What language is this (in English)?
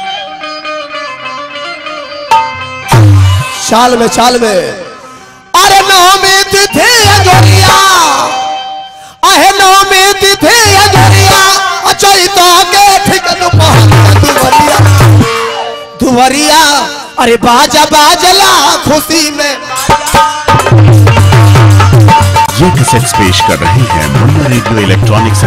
Bhojpuri